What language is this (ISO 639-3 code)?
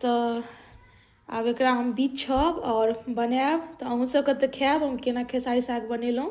mai